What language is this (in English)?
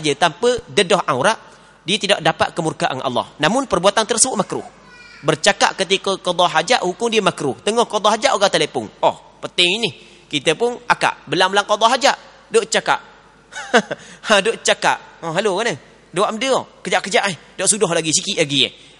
Malay